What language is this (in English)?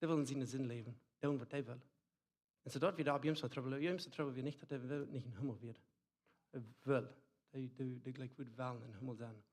Plautdietsch